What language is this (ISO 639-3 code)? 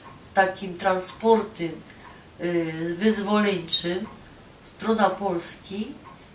szl